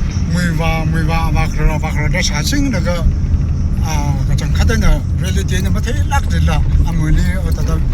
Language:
Tangkhul Naga (India)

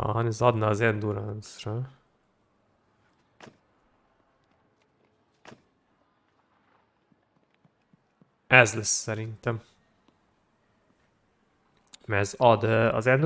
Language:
Hungarian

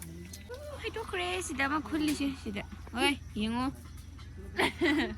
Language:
Manipuri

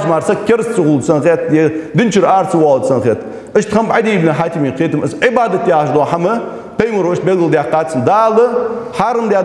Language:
Ingush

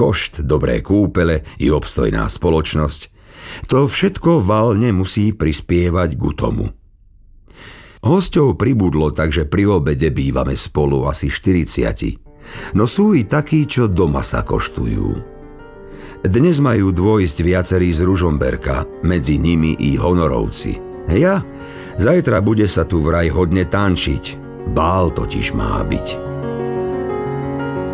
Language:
Slovak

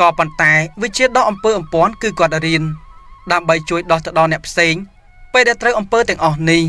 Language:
Khmer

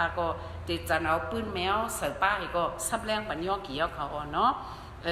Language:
Shan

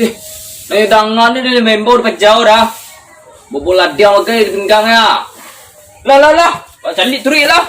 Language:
Minangkabau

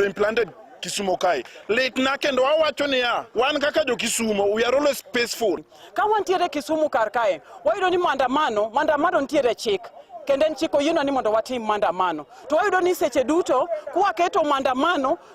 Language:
Luo (Kenya and Tanzania)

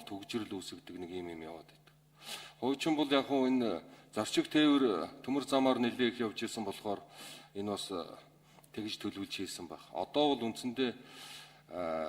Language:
Mongolian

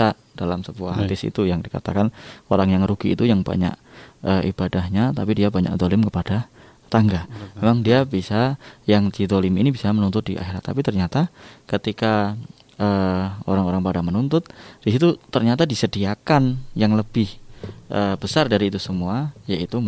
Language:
Indonesian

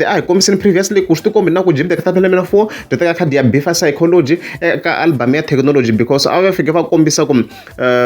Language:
Tsonga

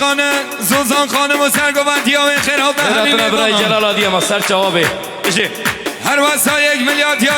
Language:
Kurdish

